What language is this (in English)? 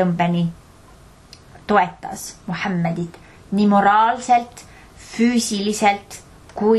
Estonian